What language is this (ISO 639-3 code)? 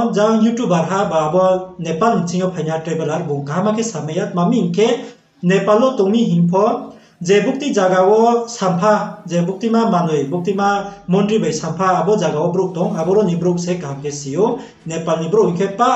ria